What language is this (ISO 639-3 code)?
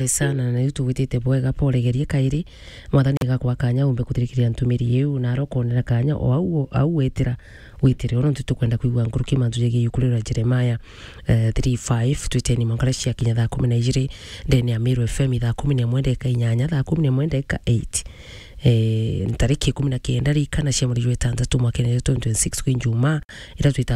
mer